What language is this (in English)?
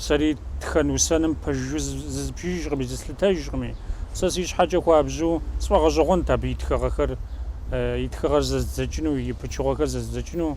Kabardian